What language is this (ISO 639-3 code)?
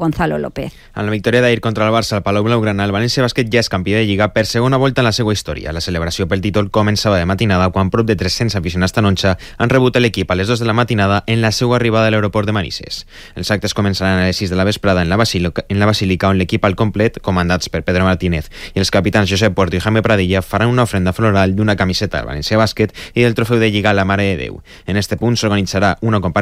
cat